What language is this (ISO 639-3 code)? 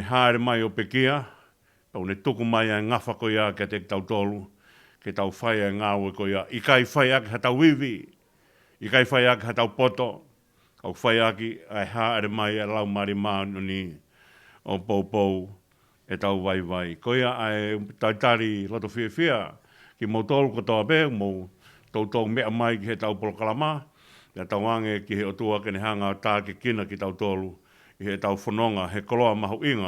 ton